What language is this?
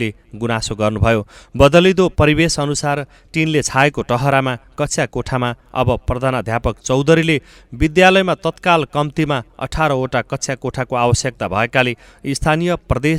Nepali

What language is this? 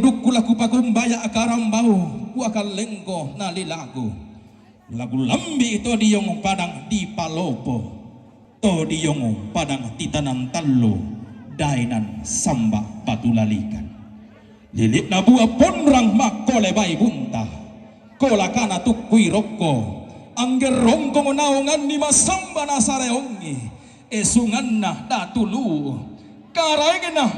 Toraja-Sa'dan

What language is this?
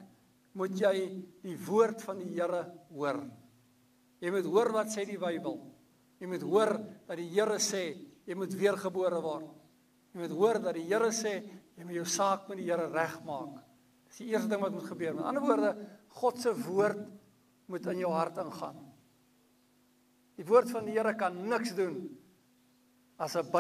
Afrikaans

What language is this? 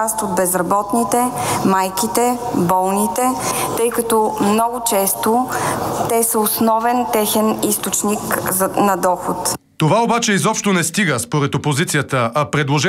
Bulgarian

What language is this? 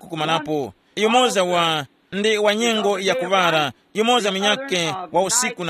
Tumbuka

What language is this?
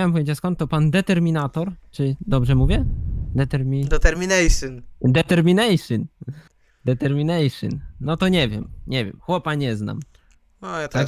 Polish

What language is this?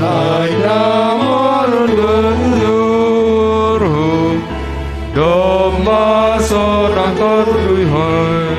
Batak Simalungun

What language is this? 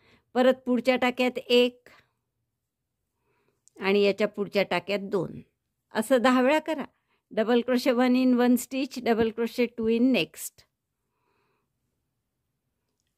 Marathi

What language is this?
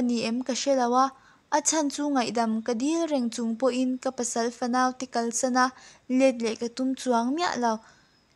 Mizo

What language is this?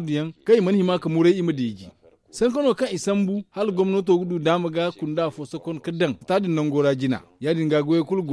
Zarma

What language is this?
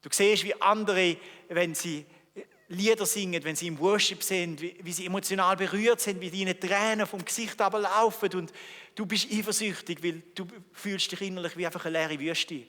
Swiss German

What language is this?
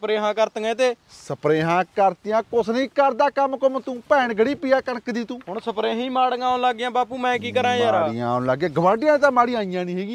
Punjabi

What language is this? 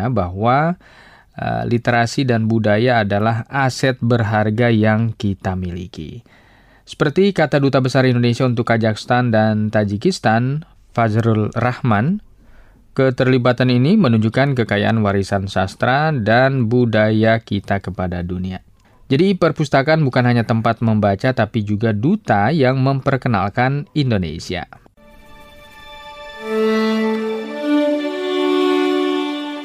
Indonesian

